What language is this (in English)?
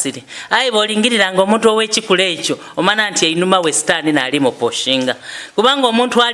Soga